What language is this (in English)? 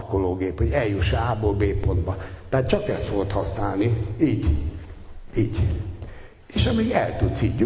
Hungarian